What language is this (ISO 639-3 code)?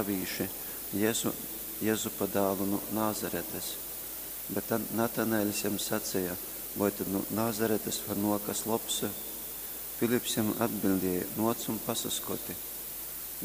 ltg